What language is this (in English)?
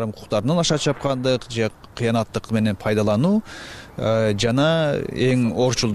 Kyrgyz